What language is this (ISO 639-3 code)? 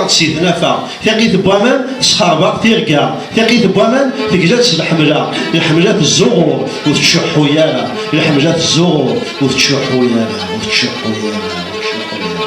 kab